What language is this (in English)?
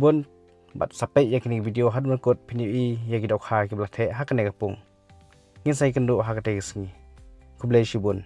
Khasi